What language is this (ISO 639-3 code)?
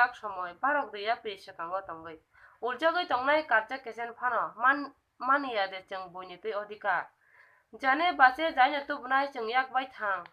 trp